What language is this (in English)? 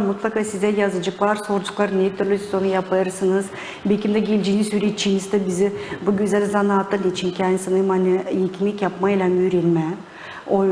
Gagauz